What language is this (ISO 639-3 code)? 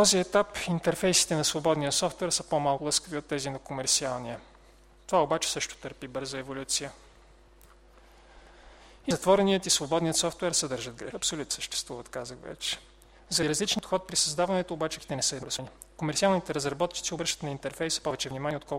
bul